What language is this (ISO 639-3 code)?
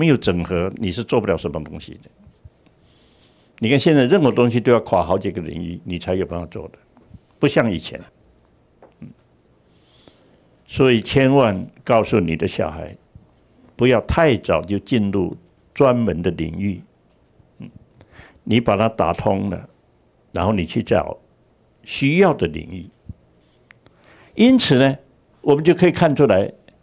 zho